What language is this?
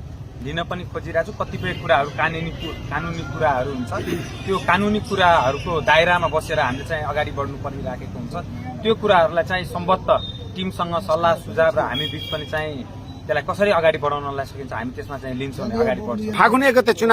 Nepali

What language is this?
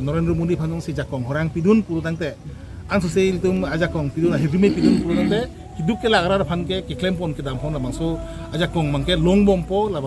Karbi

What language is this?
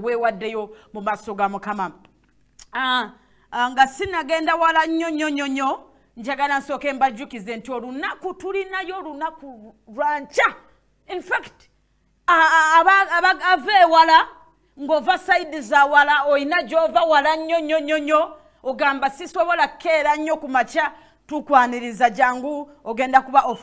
Ganda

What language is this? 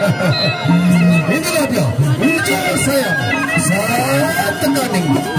Sasak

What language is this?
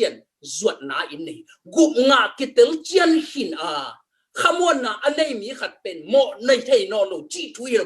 Tedim Chin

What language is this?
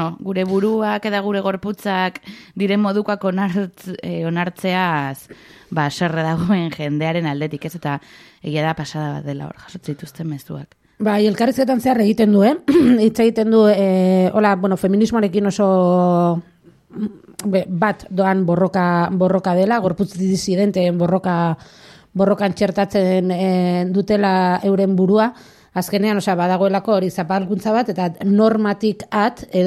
Basque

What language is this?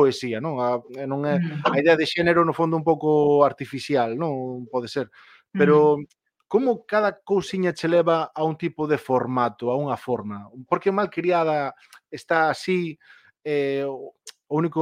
Galician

